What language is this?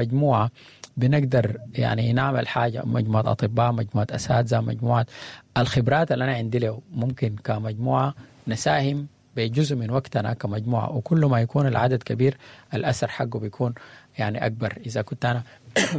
Sudanese Arabic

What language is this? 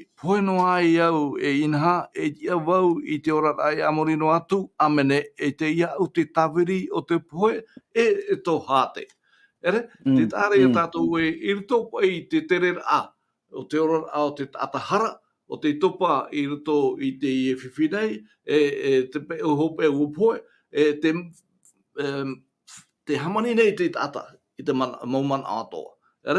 Tahitian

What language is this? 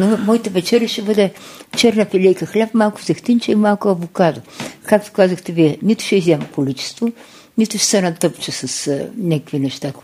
Bulgarian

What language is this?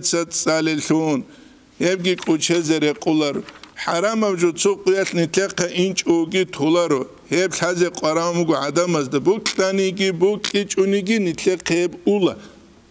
Avaric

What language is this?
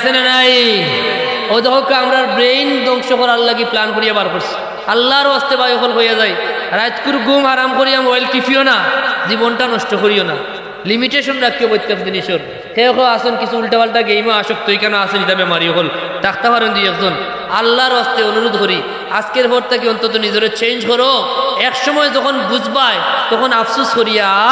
Sylheti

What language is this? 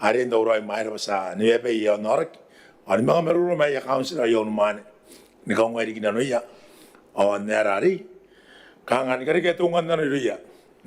Gilbertese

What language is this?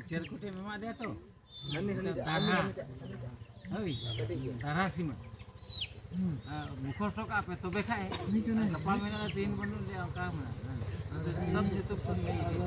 Santali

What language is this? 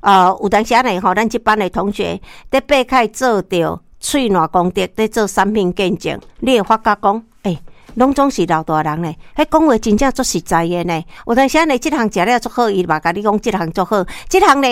Min Nan Chinese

